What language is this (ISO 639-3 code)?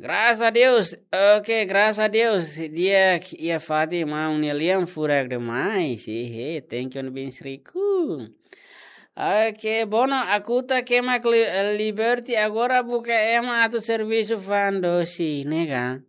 tet